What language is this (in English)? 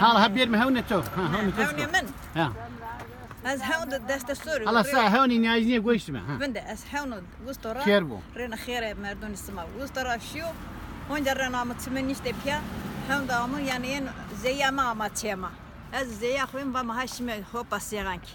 Zaza